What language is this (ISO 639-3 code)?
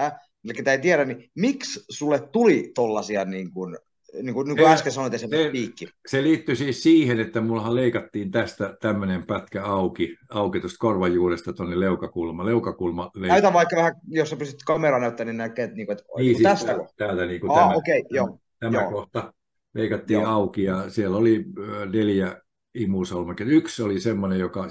fin